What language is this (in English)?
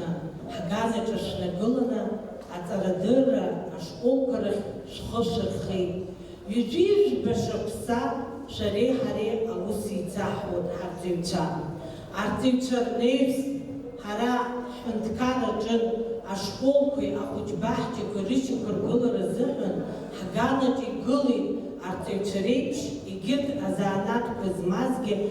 Abkhazian